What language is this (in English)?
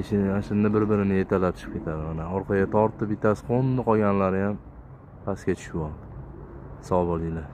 Uzbek